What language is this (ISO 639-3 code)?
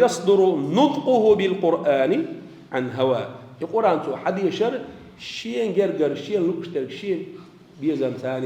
che